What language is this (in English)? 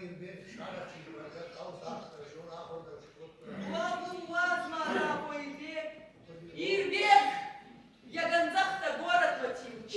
Ossetic